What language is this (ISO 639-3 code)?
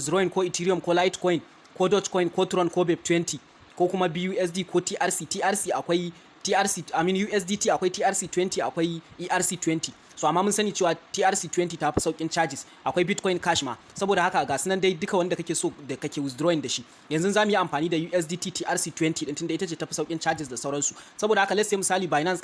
hau